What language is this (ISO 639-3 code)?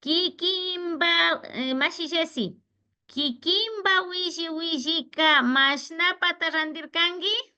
qvi